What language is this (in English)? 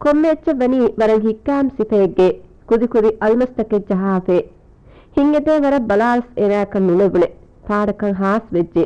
Divehi